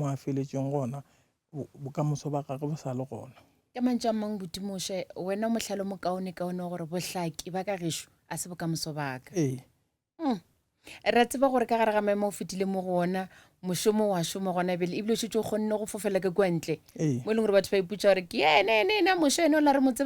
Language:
Northern Sotho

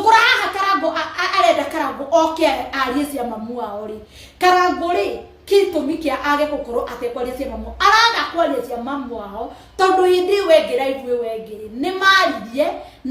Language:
Kikuyu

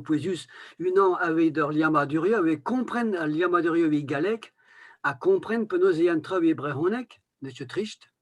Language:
Breton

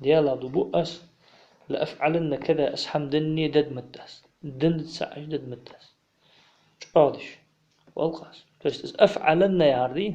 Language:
Ingush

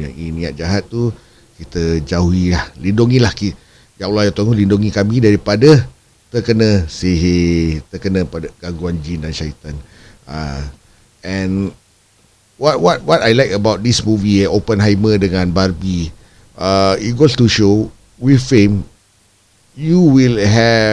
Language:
Malay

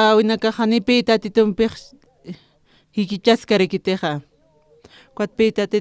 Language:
Aymara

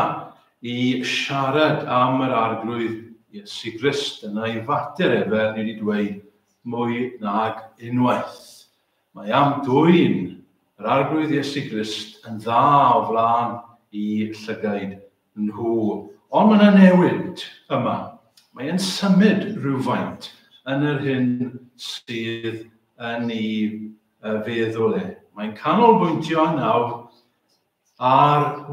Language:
Welsh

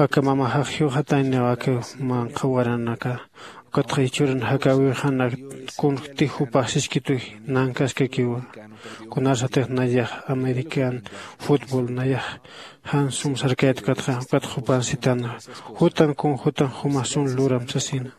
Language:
Aymara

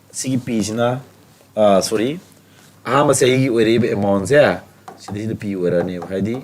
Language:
Manipuri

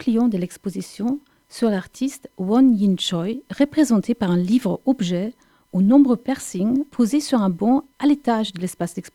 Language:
French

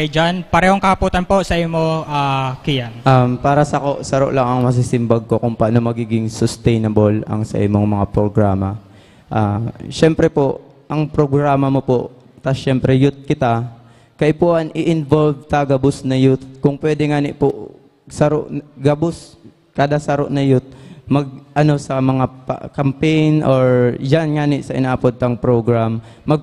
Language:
Bikol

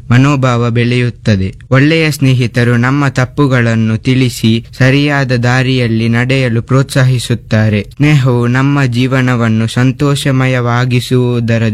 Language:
Kannada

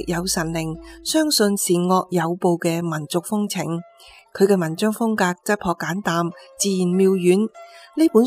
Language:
Cantonese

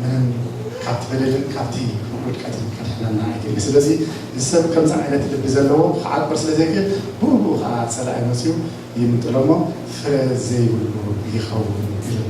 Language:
Tigrinya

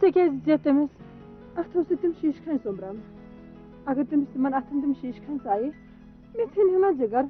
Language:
Kashmiri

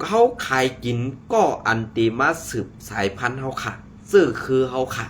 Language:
Shan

